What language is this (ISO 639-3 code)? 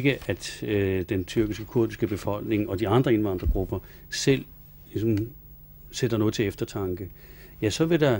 dan